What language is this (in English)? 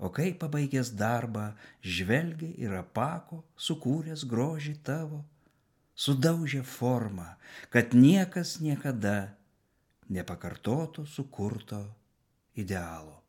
Lithuanian